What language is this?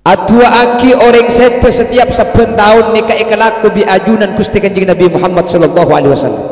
Madurese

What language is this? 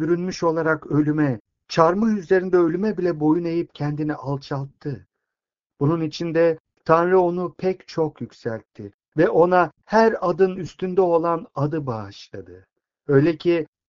Turkish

